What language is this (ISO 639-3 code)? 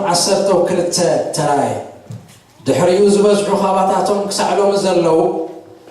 tir